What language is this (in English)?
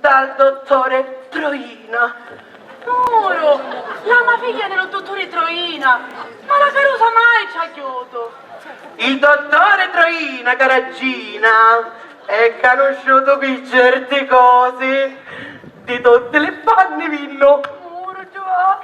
Sicilian